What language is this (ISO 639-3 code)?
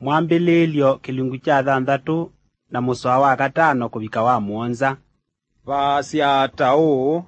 kam